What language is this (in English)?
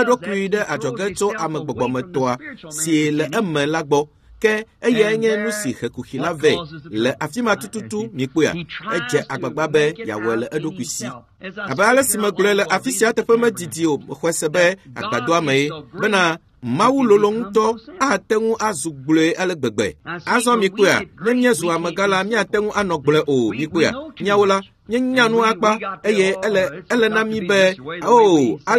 Ewe